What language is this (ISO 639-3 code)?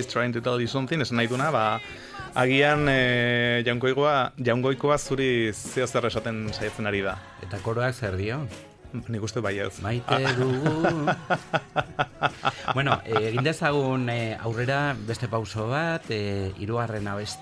eus